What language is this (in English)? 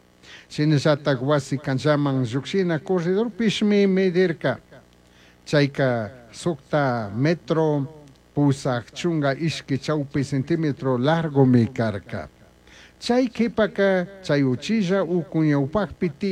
Chimborazo Highland Quichua